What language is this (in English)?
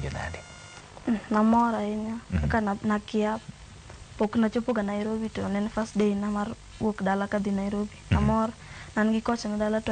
Luo (Kenya and Tanzania)